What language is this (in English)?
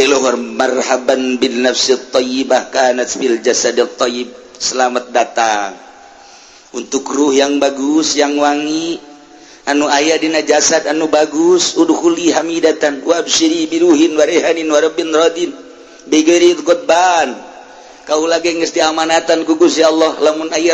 Sundanese